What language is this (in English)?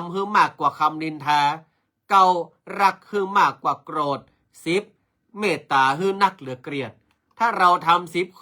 Northern Thai